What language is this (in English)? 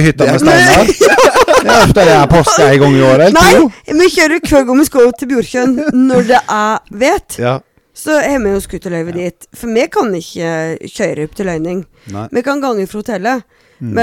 Norwegian